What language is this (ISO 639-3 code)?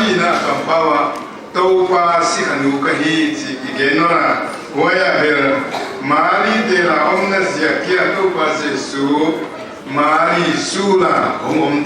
pck